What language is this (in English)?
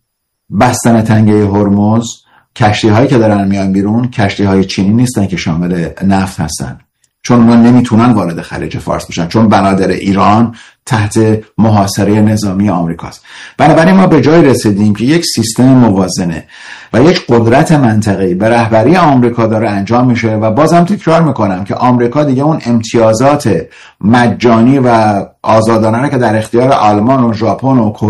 Persian